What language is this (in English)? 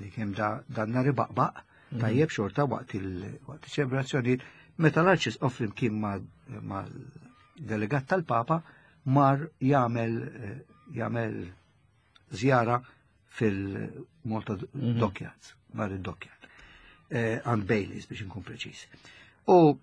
Maltese